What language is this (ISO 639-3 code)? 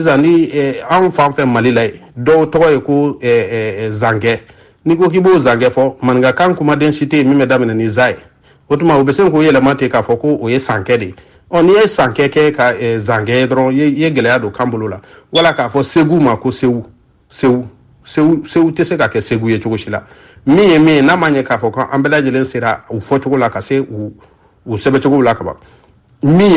bam